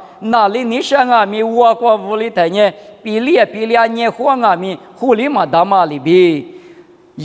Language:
Lisu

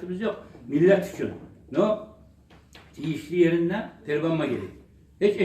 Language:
Kumyk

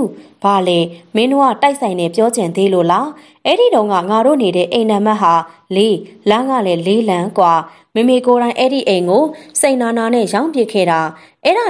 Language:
Burmese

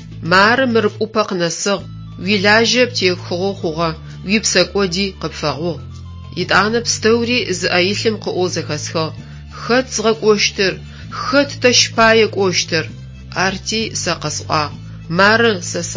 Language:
Adyghe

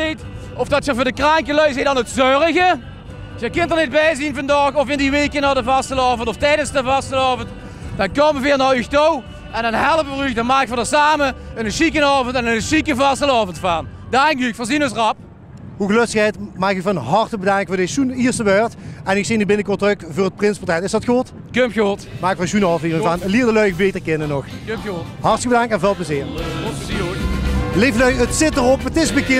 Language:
Limburgish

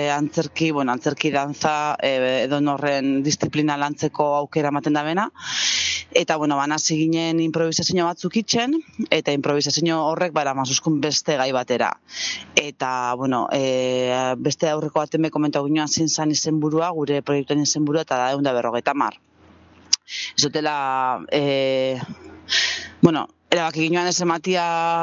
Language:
Basque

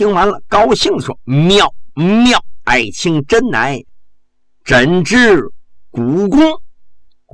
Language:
Chinese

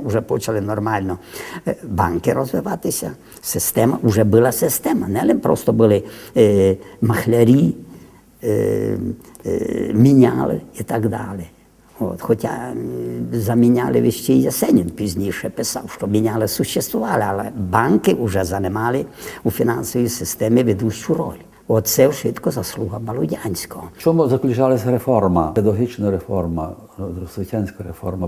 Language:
Rusyn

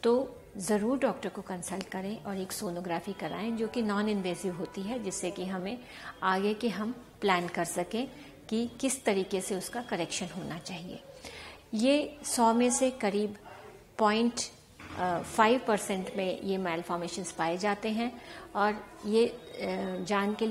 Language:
Hindi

